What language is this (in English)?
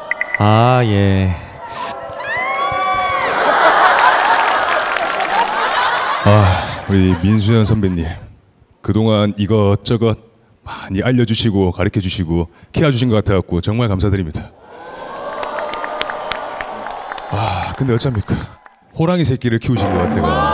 Korean